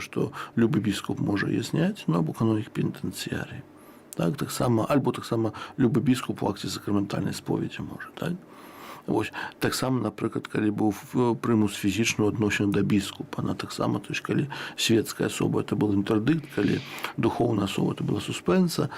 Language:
Belarusian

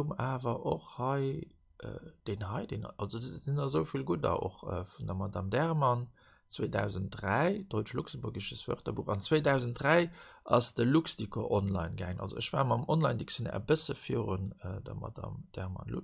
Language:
Luxembourgish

